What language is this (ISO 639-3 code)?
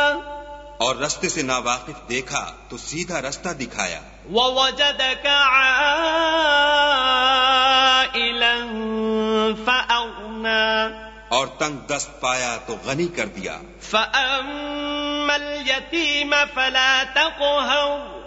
urd